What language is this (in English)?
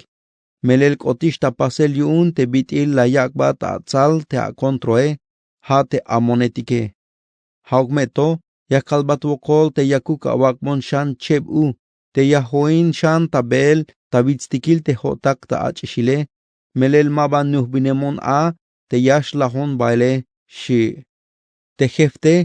Tzeltal